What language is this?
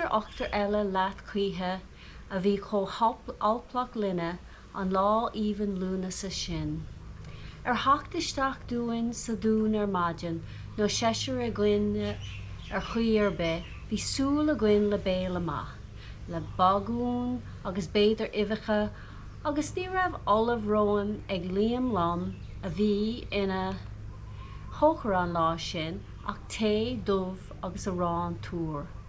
Irish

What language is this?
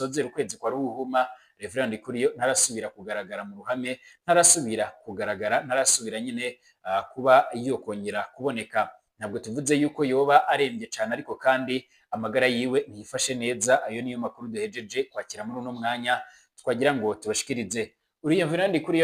Rundi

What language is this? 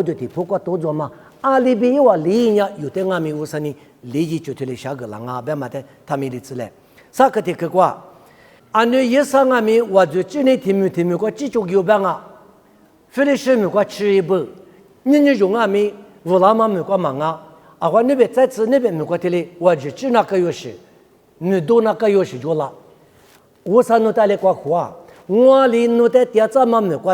Lisu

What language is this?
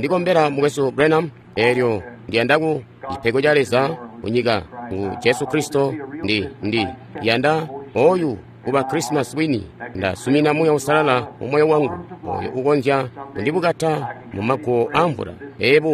Tonga (Zambia)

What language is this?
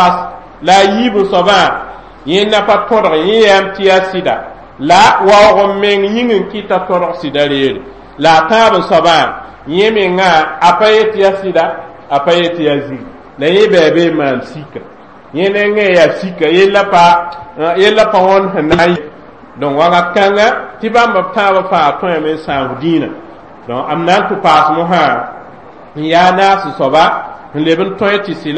Mossi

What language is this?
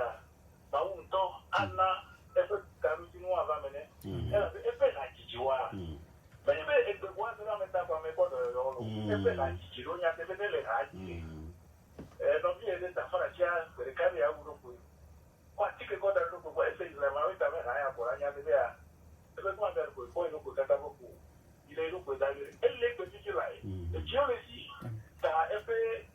Ewe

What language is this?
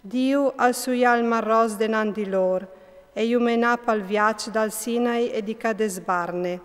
Friulian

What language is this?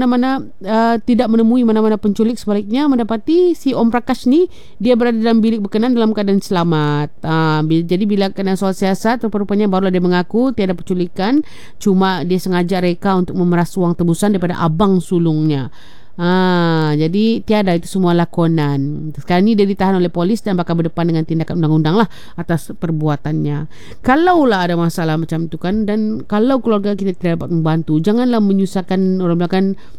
Malay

